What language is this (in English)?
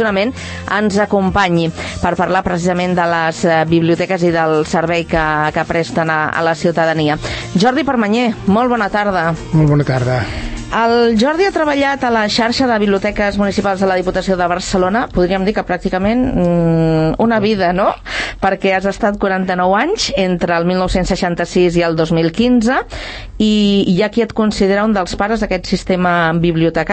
Catalan